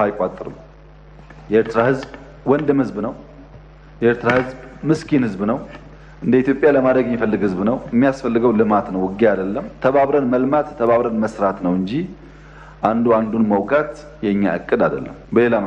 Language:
Amharic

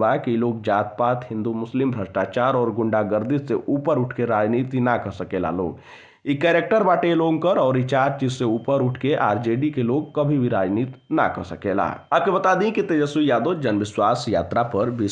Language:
Bhojpuri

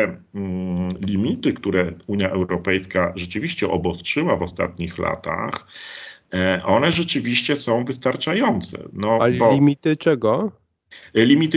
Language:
Polish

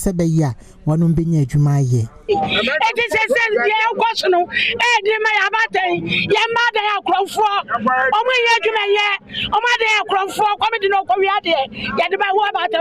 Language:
Akan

